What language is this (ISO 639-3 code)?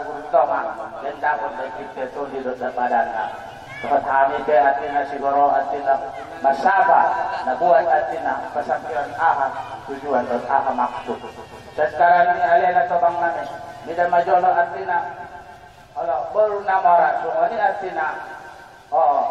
akb